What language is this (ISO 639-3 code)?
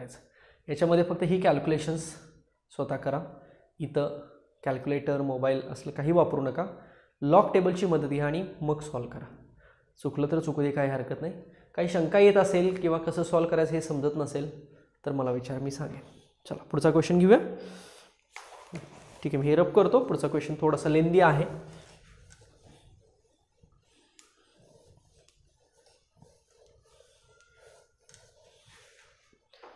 mar